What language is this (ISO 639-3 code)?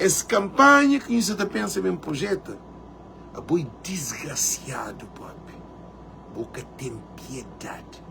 kea